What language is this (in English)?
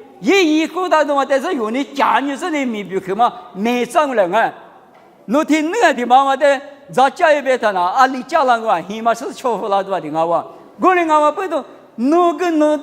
Lisu